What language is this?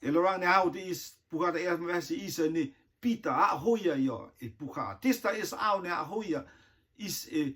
Rotuman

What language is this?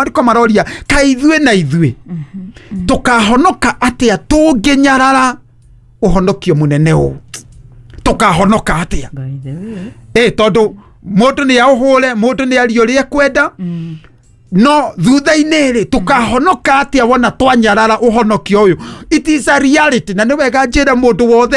Kikuyu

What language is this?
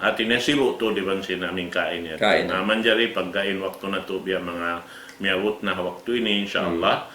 Tausug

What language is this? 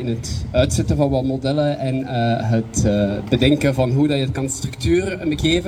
Dutch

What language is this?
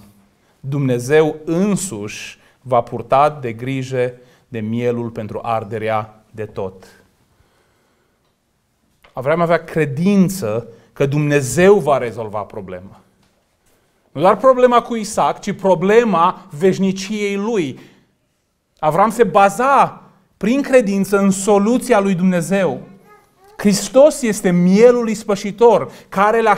Romanian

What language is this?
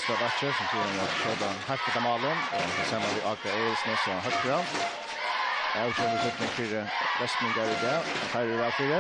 Faroese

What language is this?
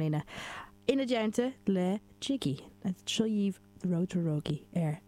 Irish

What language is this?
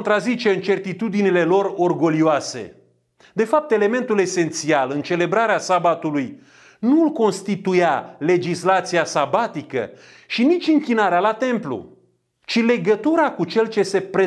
Romanian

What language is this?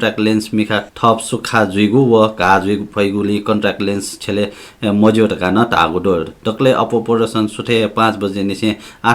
Newari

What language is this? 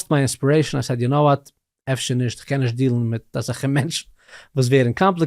Yiddish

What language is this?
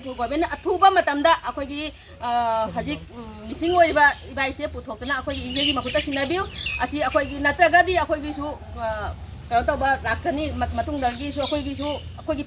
Manipuri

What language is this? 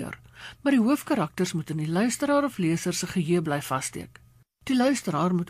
Afrikaans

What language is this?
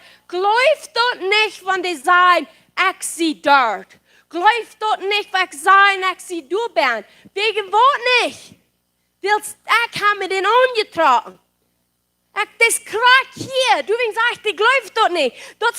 Plautdietsch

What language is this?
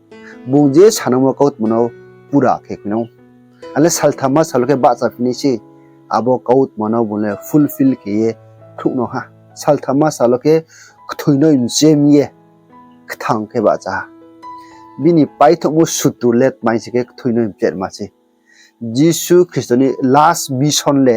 Riang (India)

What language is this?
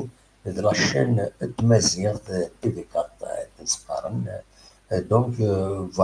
Kabyle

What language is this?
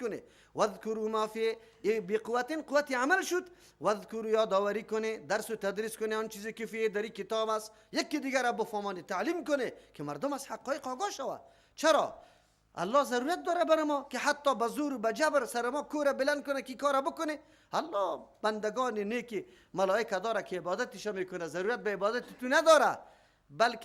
Persian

